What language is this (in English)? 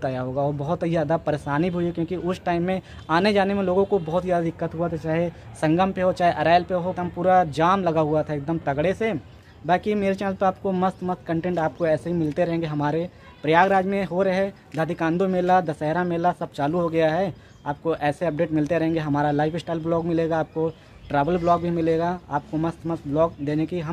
Hindi